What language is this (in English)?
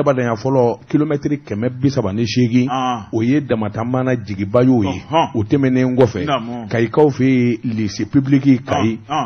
Bambara